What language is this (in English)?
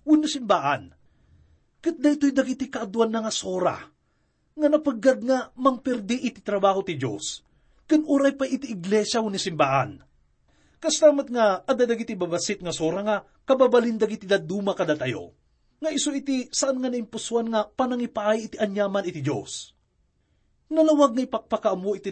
Iloko